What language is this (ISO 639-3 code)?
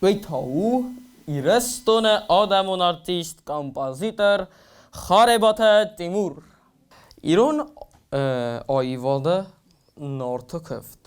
oss